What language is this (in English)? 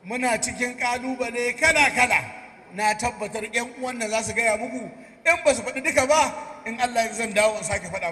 Hausa